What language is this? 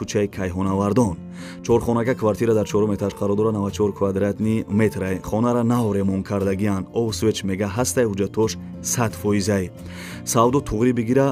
Tajik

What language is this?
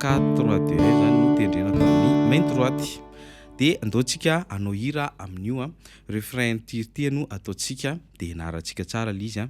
Malagasy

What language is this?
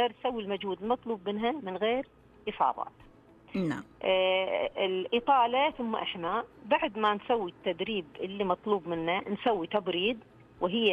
Najdi Arabic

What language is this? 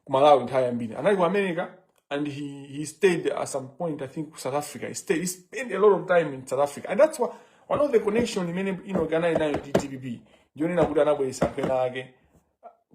Nyanja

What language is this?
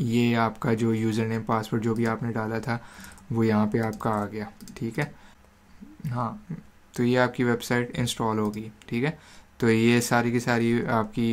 Hindi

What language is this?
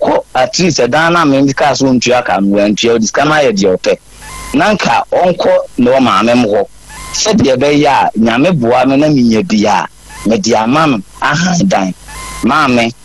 Akan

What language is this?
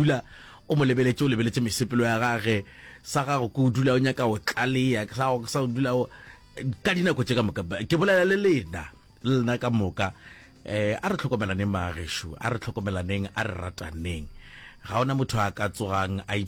Northern Sotho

